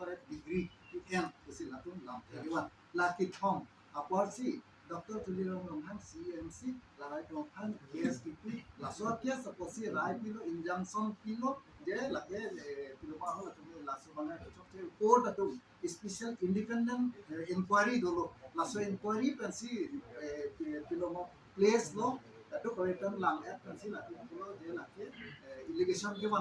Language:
Karbi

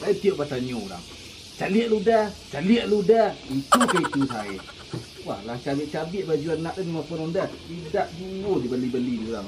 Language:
Minangkabau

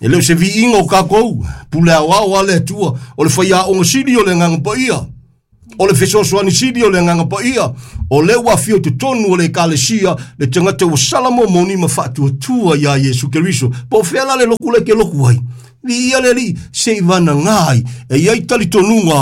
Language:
Samoan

